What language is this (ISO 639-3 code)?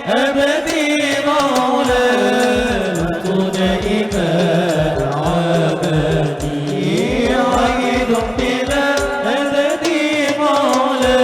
bjn